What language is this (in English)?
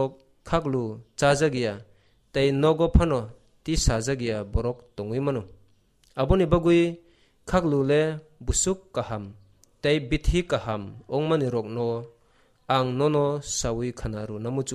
Kok Borok